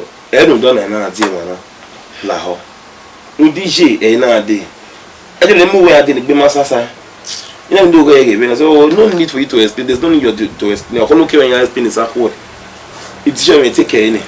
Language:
Bini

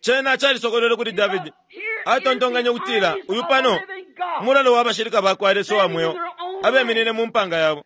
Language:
Bemba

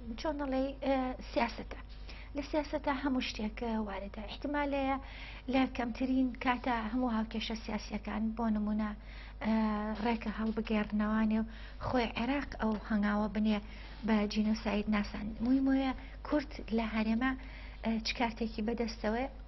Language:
Central Kurdish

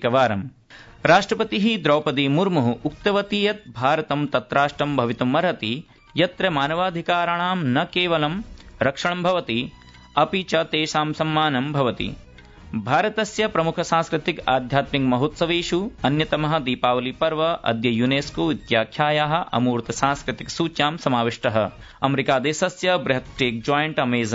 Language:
Sanskrit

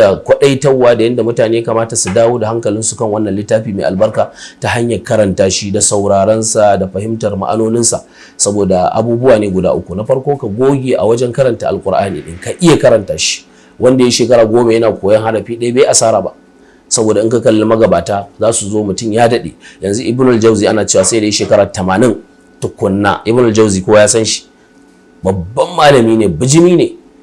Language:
Hausa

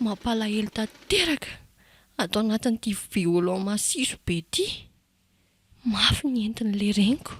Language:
Malagasy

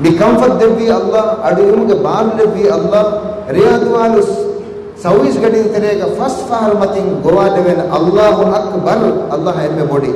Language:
Divehi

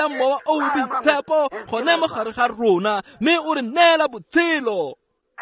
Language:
Tswana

